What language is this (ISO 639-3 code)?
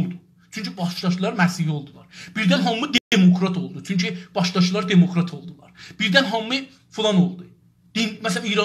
azb